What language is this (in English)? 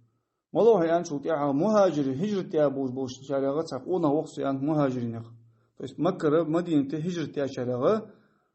Ingush